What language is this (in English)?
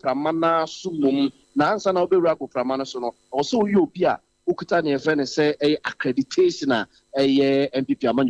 Akan